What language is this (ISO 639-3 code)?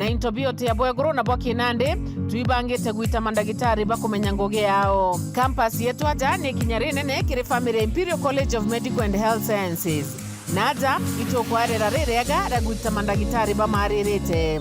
mer